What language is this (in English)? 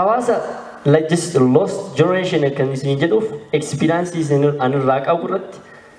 Oromo